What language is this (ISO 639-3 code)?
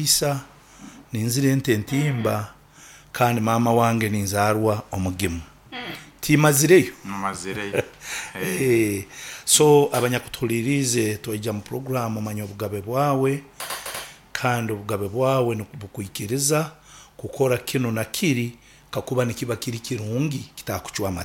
nyo